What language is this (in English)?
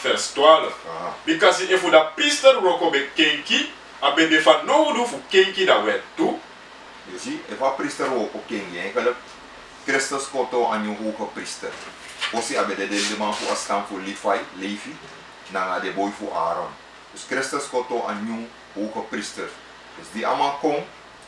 Sranan Tongo